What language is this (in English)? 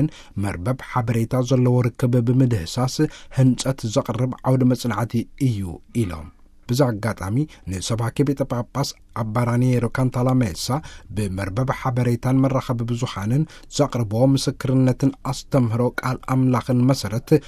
Tigrinya